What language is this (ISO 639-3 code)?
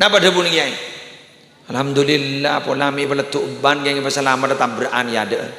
mad